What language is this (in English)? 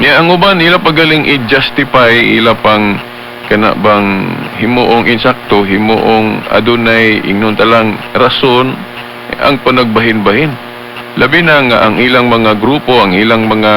Cebuano